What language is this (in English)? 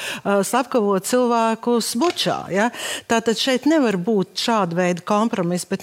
Latvian